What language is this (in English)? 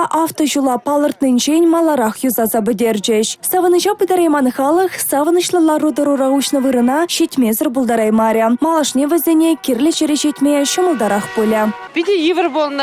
Chuvash